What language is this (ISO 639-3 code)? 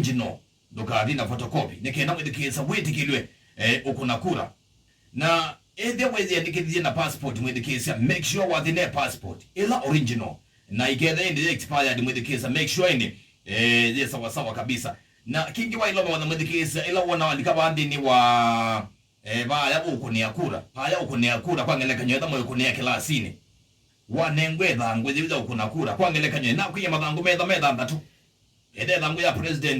kam